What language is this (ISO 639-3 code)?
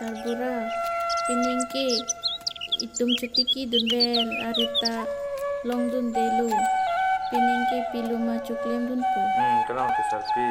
mjw